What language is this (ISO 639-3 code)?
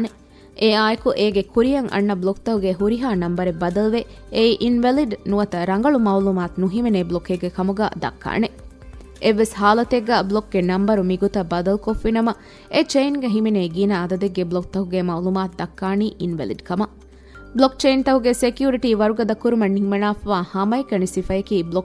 div